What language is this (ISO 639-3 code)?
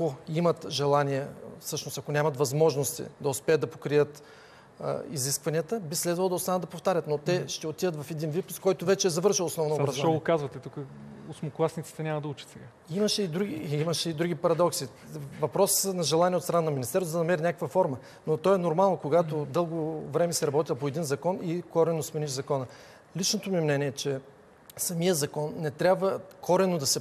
bul